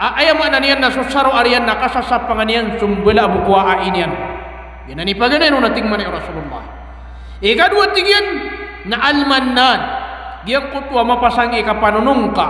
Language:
Maranao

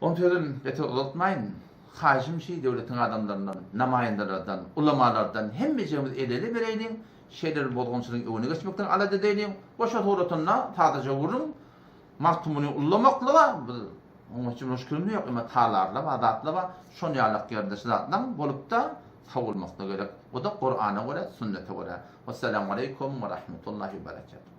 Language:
Turkmen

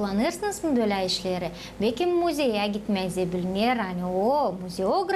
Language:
Gagauz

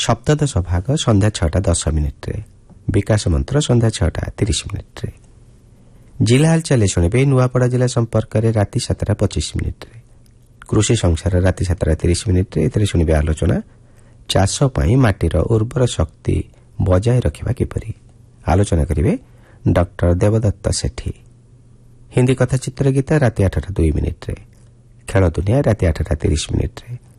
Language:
Odia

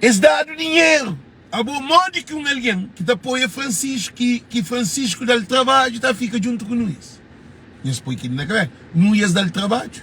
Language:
Kabuverdianu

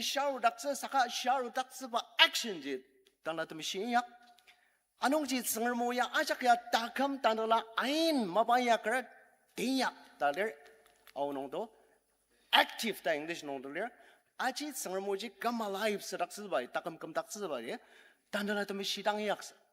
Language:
Ao Naga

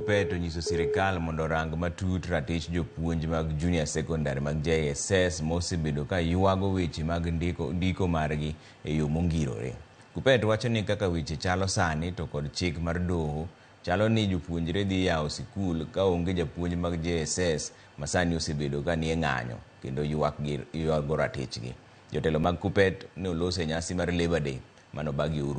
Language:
Luo (Kenya and Tanzania)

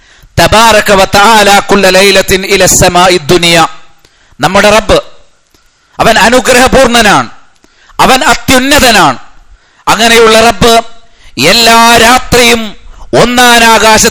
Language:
Malayalam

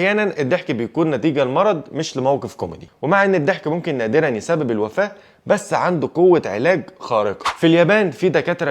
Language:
Egyptian Arabic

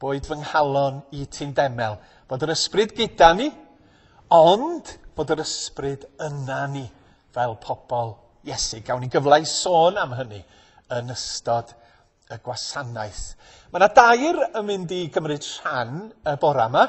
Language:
Welsh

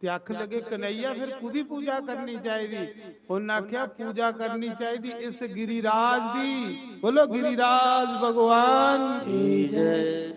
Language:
Dogri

